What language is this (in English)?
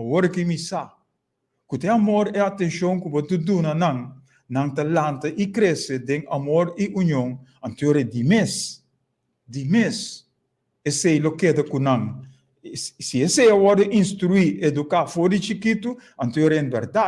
Papiamento